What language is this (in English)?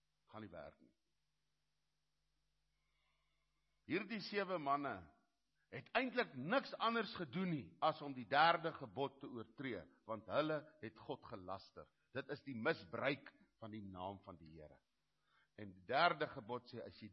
Afrikaans